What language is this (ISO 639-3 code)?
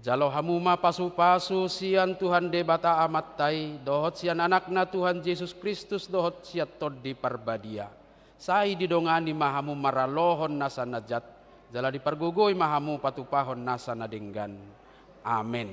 bbc